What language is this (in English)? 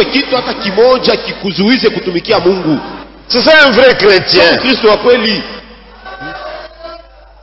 Swahili